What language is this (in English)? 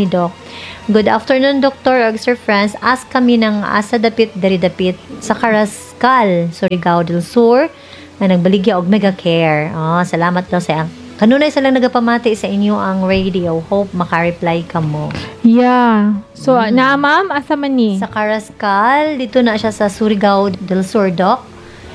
Cebuano